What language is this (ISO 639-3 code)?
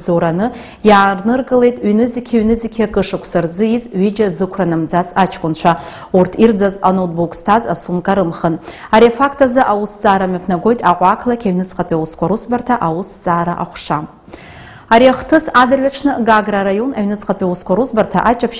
abk